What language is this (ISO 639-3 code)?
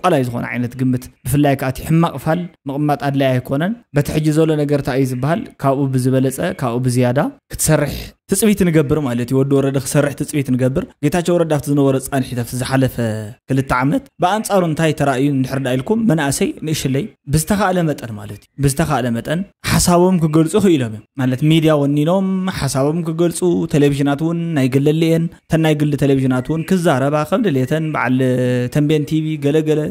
tir